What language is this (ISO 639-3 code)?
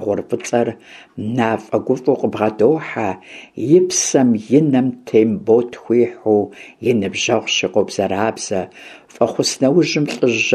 kbd